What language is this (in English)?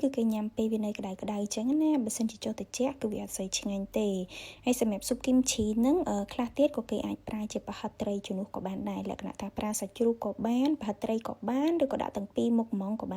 Khmer